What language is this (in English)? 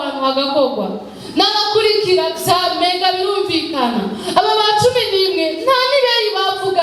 Rundi